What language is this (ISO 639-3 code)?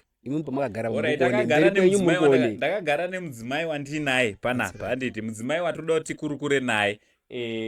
sna